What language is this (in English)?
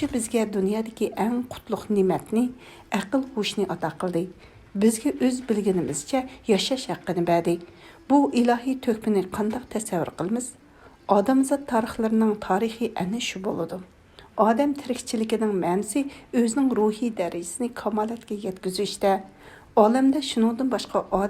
Uyghur